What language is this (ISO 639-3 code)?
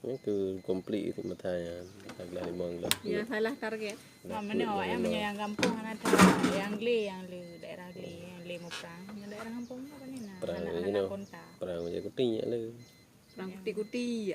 ace